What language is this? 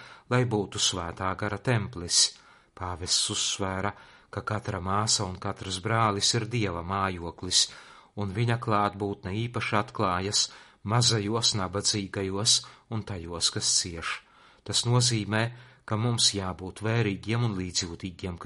Latvian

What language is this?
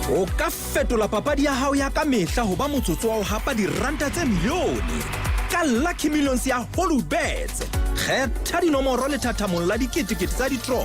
Southern Sotho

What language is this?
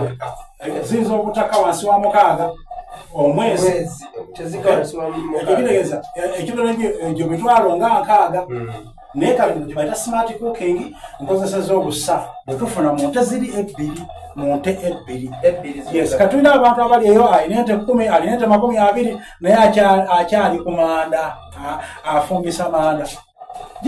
Soga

